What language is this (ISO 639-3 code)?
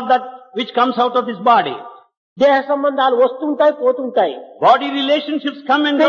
tel